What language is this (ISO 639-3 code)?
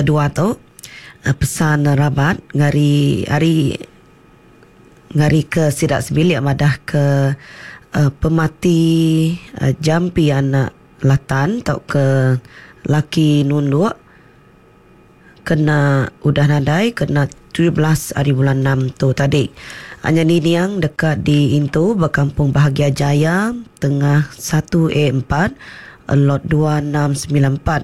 iba